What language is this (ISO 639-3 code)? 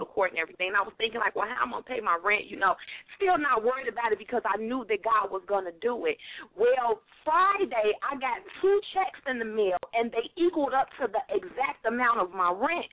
eng